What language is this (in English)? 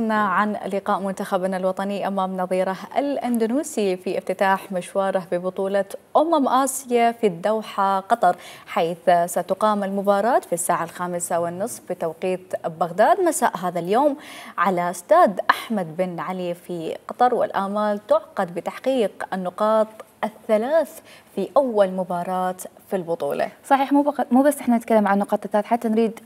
Mesopotamian Arabic